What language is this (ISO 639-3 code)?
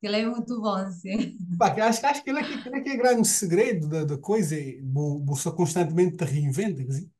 kea